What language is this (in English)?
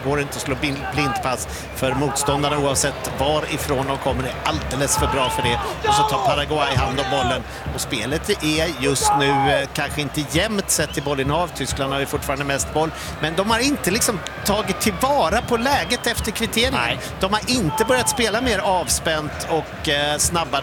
Swedish